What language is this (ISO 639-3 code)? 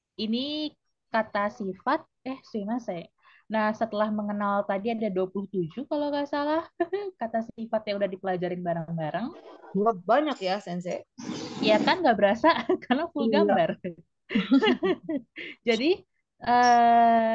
ind